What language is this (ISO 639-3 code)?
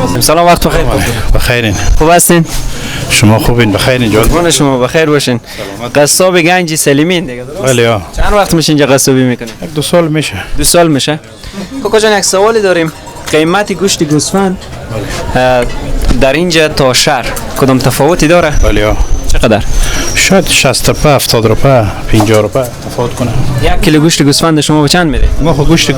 fas